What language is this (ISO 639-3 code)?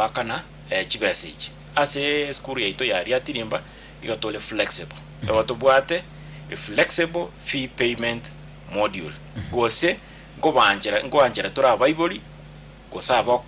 guz